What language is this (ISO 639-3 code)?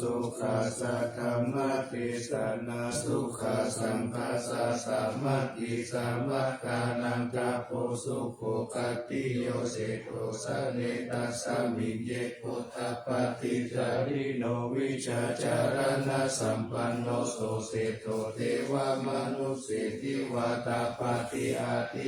pli